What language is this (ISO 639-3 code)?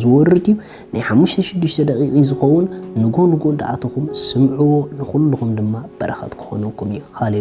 tir